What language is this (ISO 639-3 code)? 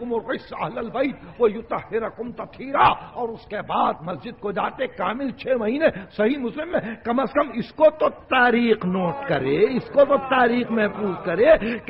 urd